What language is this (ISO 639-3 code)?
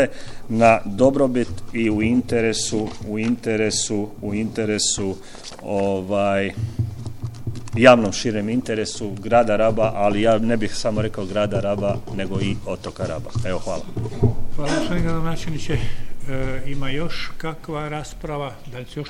hrv